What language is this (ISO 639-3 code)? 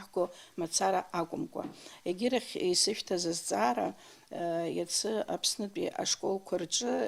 abk